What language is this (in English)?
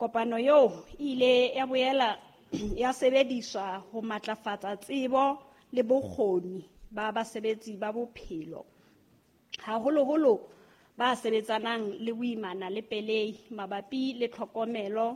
Southern Sotho